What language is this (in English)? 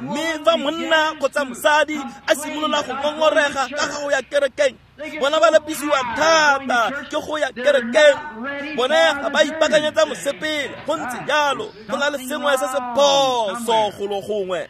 Tswana